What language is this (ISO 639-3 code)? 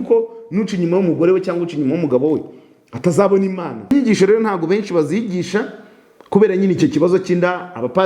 kin